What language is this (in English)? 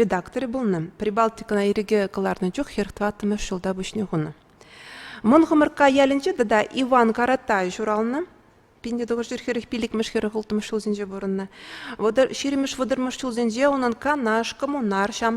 Chuvash